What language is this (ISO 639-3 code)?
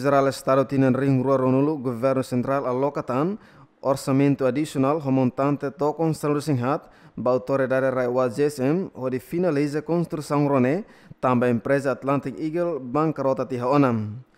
tet